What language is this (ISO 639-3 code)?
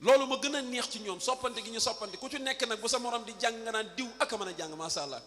wol